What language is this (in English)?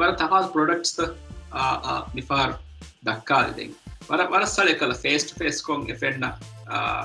Divehi